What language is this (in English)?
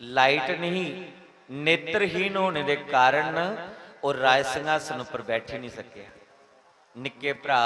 Dogri